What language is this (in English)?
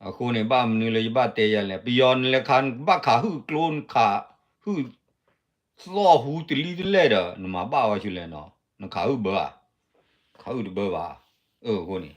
S'gaw Karen